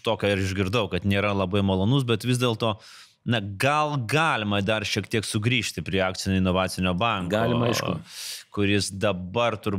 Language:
Lithuanian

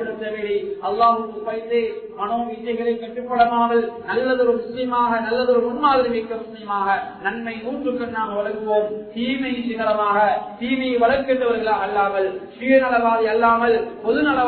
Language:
Tamil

